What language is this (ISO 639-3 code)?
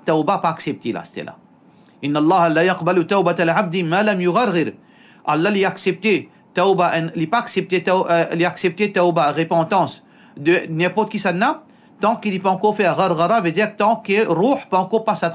mfe